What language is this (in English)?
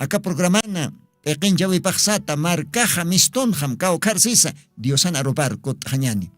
Aymara